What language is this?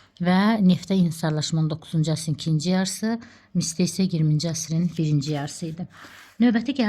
Azerbaijani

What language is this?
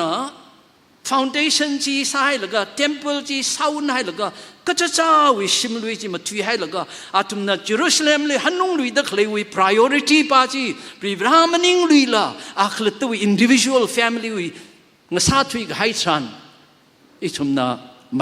Tangkhul Naga (India)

